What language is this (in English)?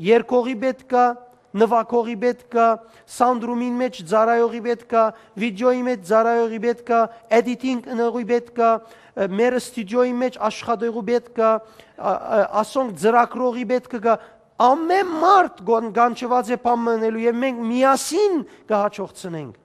Western Armenian